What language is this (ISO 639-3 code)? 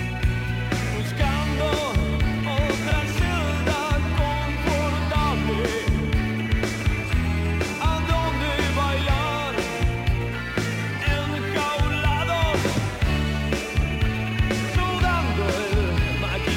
spa